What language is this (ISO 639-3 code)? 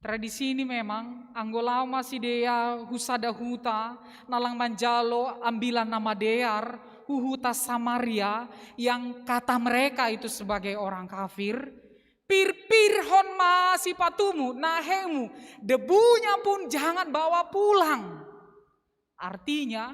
bts